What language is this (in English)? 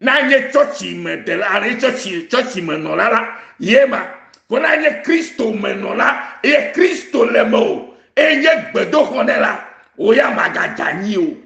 Ewe